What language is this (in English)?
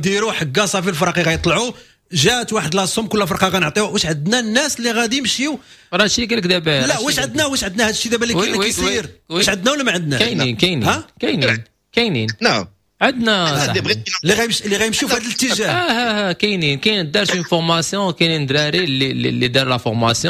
Moroccan Arabic